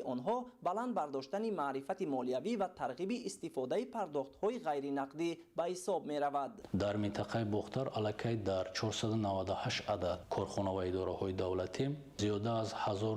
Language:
Tajik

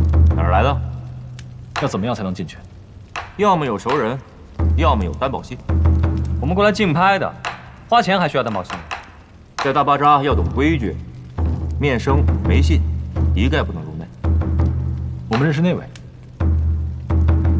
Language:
Chinese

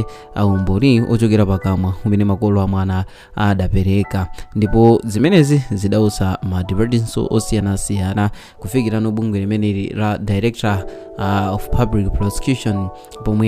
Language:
Nyanja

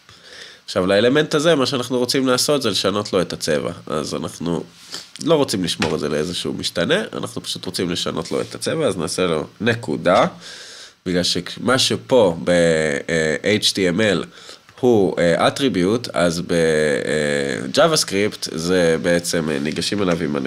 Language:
Hebrew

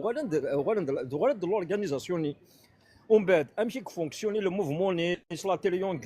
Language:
Kabyle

